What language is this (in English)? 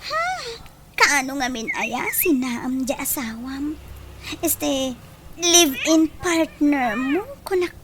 Iloko